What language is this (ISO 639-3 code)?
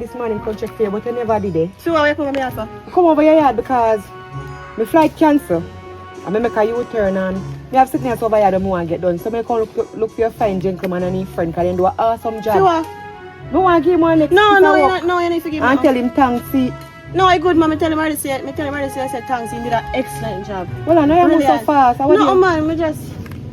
jam